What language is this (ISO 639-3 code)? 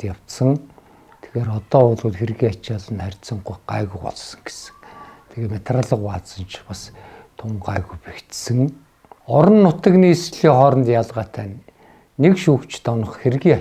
mon